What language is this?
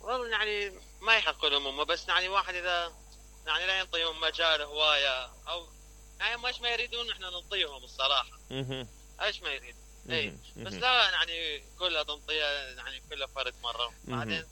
Mesopotamian Arabic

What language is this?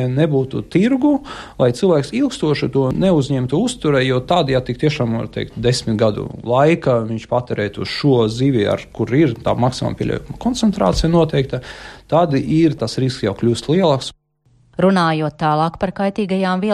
Latvian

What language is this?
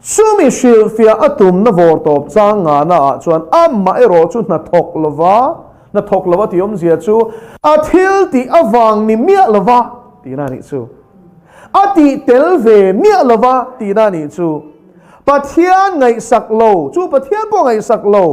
Mizo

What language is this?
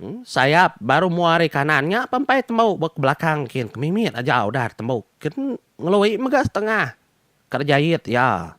Iban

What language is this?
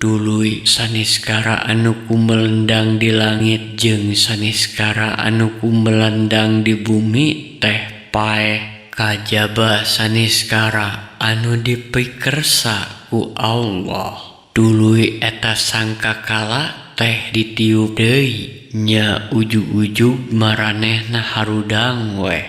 Sundanese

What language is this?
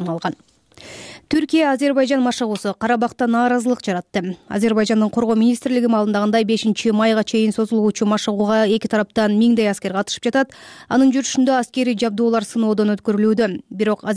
Kyrgyz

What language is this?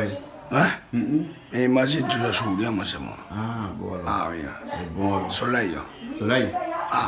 Réunion Creole French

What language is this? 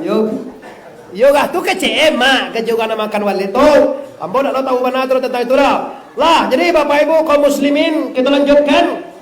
Minangkabau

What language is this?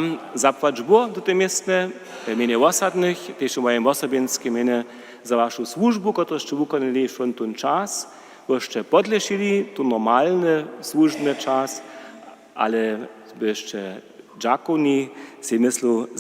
Upper Sorbian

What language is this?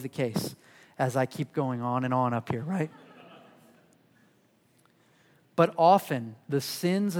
English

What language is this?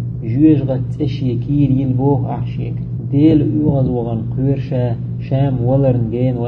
Chechen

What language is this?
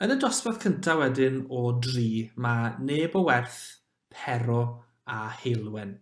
Welsh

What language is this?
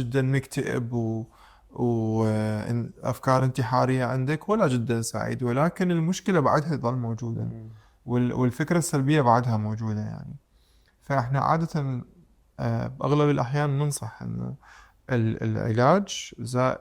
Mesopotamian Arabic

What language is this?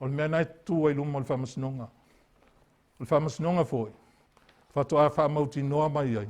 Samoan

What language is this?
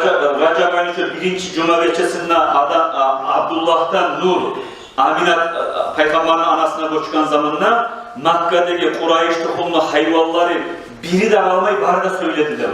Kumyk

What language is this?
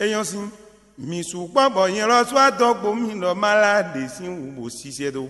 Fon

